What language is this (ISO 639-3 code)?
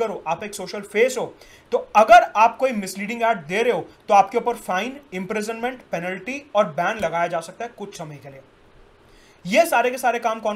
hin